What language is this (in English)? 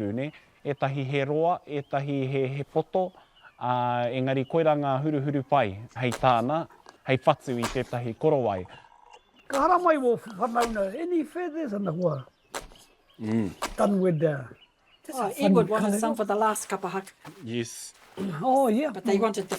Māori